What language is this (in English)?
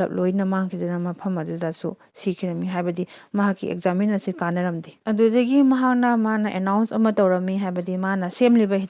Manipuri